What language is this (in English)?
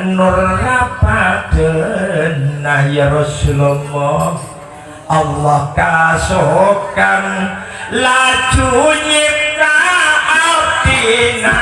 Madurese